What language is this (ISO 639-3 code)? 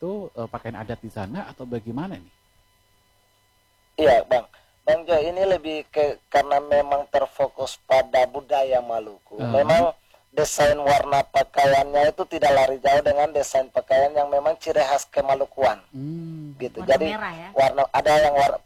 ind